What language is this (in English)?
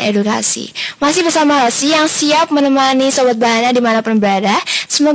Indonesian